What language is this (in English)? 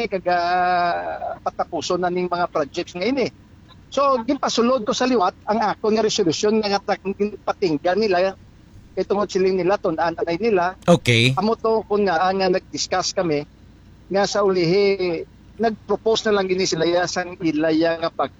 Hiligaynon